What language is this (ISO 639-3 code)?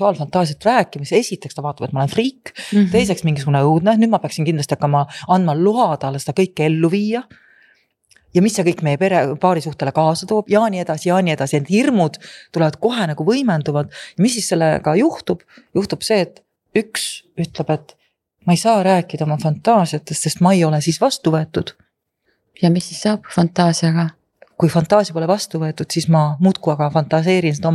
est